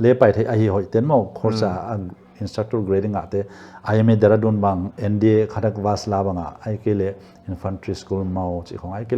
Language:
Paite Chin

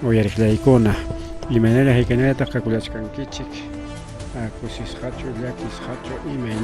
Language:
Ayacucho Quechua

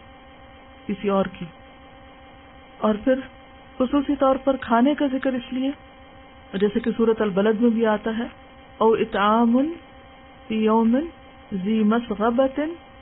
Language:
Urdu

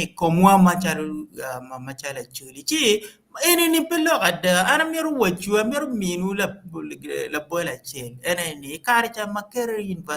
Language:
Acoli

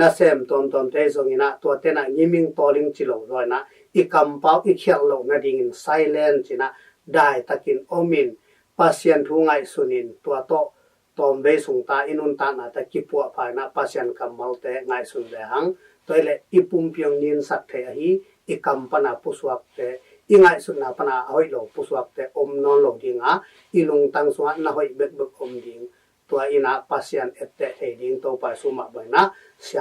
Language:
Tedim Chin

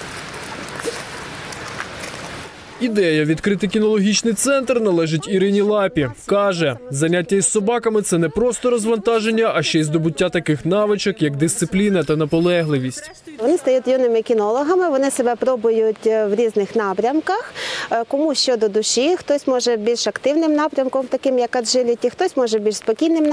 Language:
Ukrainian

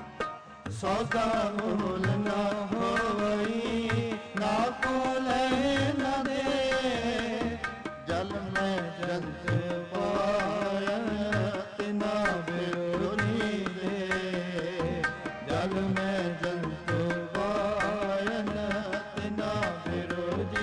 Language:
Punjabi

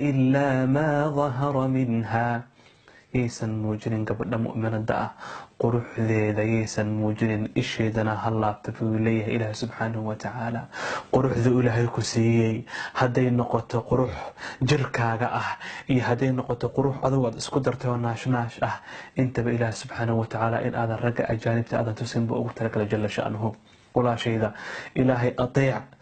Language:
Somali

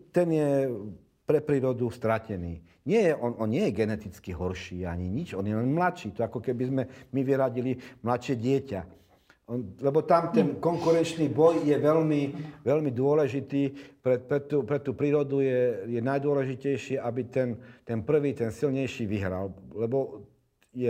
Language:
Slovak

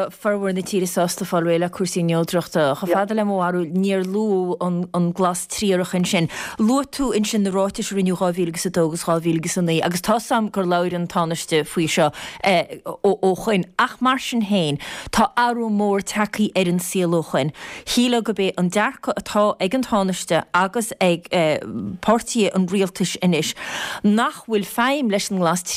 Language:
Irish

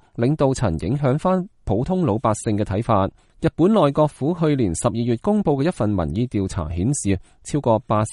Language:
Cantonese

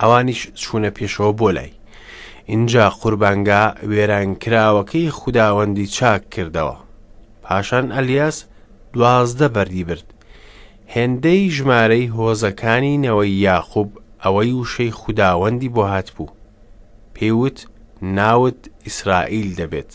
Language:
Central Kurdish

